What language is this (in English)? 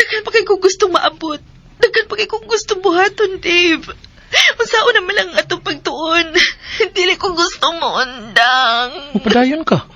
Cebuano